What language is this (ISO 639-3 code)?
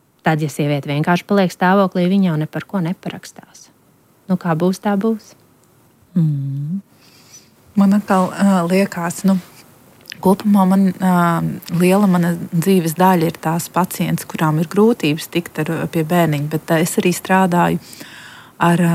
lav